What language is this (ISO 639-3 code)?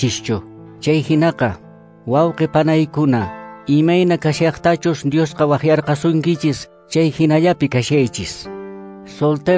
que